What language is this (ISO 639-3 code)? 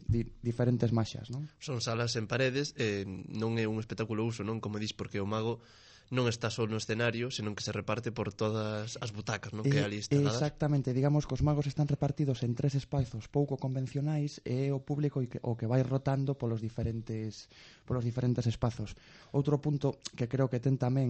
glg